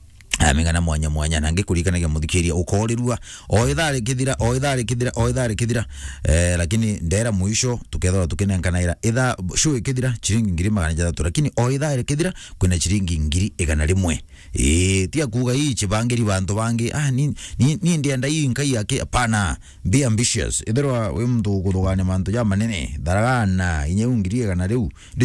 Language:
Meru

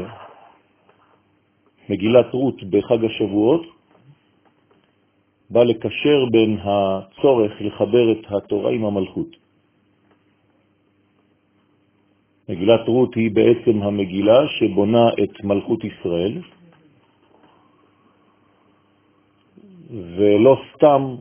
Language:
Hebrew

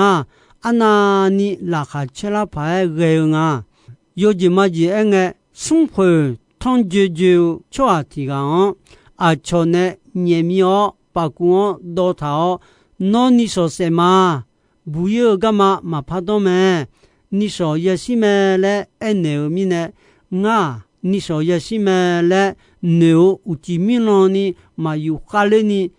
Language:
Akha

